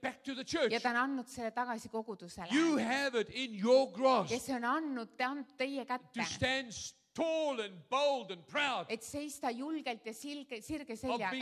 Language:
Estonian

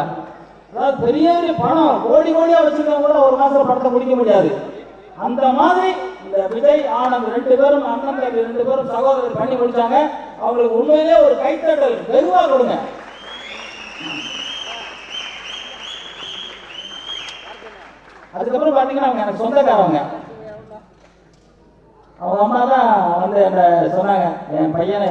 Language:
Tamil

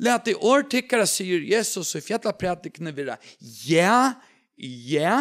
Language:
Faroese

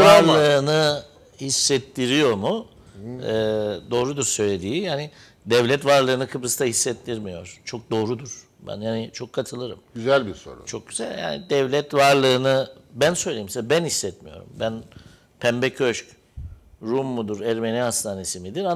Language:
Turkish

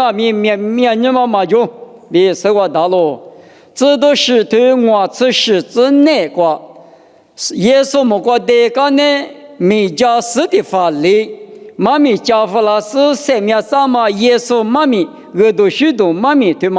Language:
Lisu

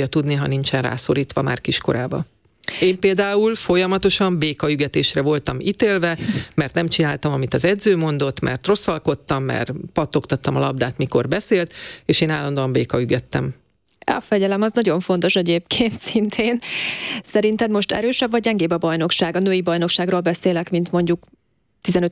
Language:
Hungarian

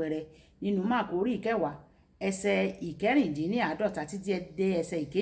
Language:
Yoruba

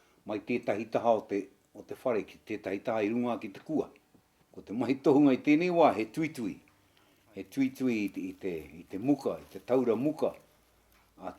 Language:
Māori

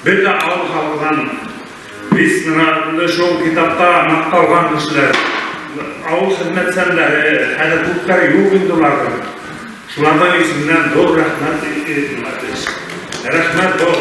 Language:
Bashkir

